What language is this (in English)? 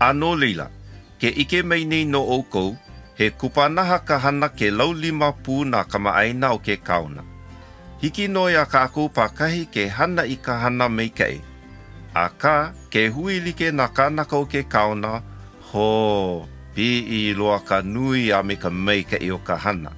Hawaiian